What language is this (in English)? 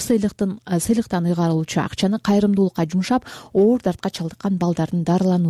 Kyrgyz